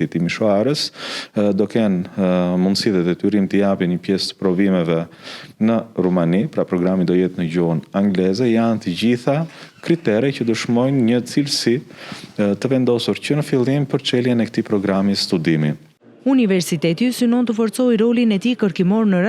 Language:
Albanian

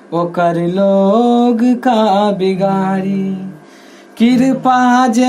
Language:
Maithili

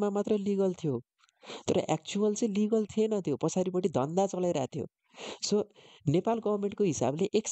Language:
Nepali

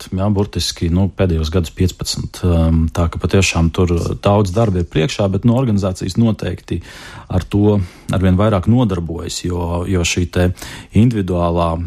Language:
Latvian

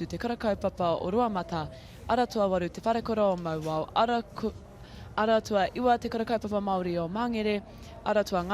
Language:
Māori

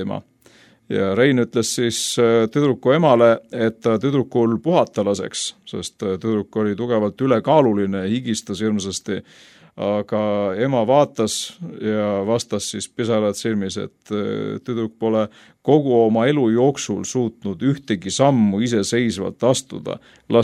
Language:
Estonian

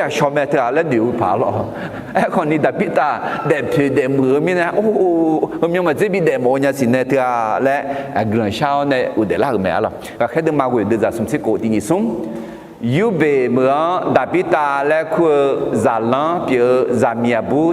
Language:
Akha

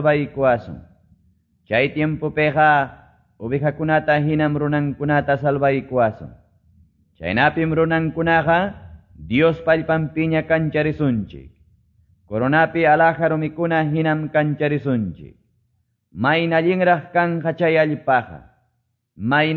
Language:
Quechua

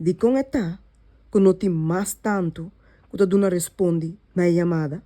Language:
Papiamento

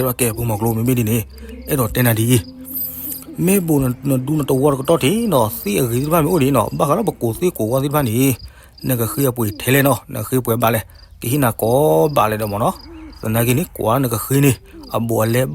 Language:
S'gaw Karen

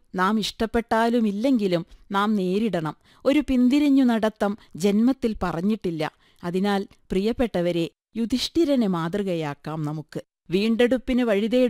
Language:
Malayalam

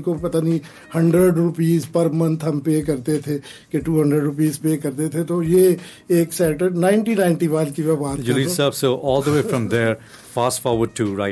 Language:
Urdu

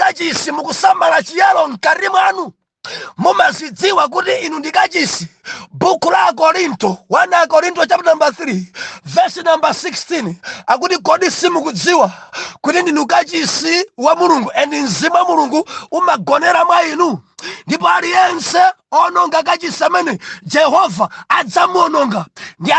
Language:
Nyanja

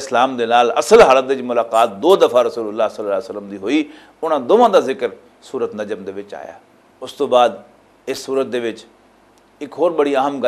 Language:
Western Panjabi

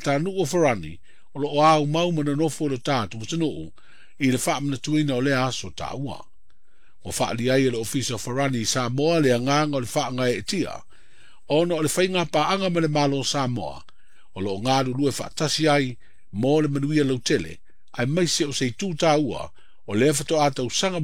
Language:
Samoan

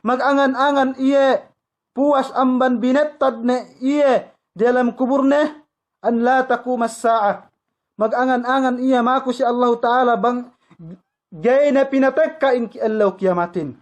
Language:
Yakan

